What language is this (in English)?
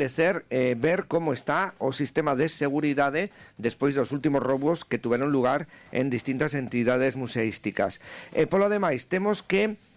Galician